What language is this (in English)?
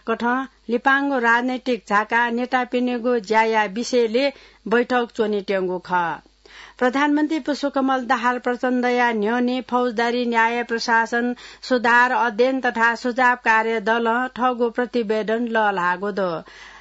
Newari